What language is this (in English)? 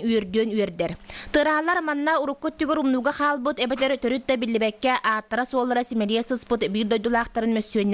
Yakut